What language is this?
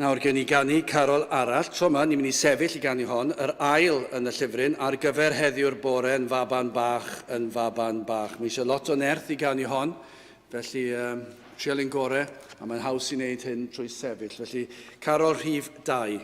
Welsh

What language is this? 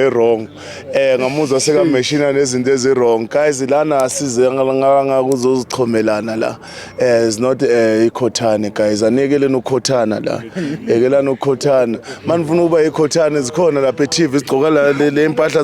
Zulu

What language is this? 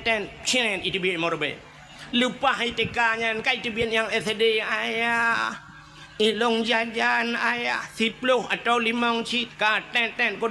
Achinese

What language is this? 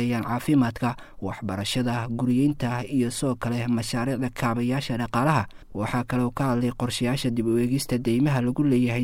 Somali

